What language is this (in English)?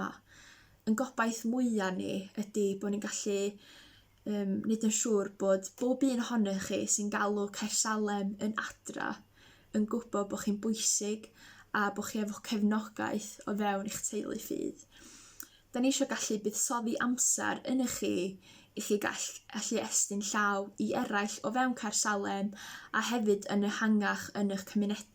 Welsh